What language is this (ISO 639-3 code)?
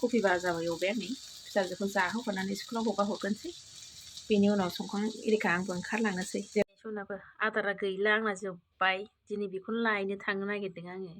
brx